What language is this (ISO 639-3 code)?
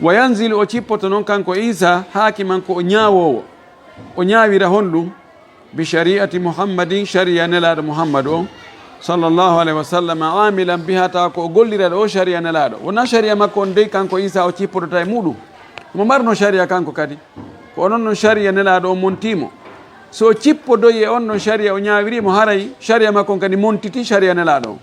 ful